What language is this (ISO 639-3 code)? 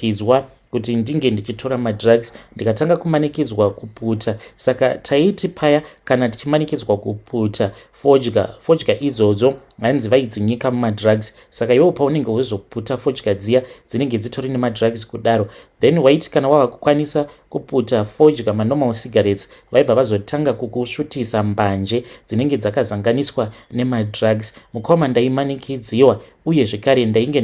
sna